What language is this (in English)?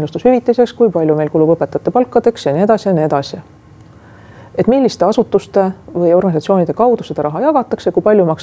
Estonian